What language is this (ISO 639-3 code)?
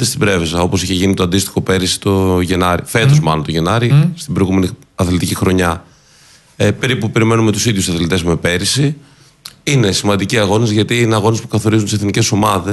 ell